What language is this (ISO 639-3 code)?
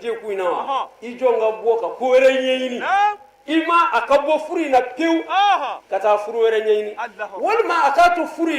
bam